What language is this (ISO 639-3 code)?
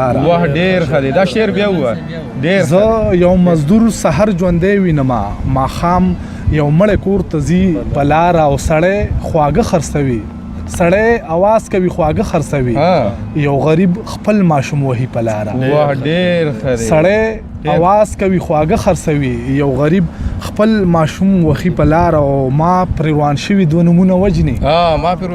pus